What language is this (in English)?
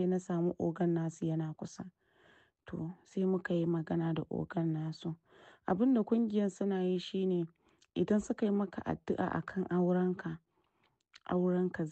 Hausa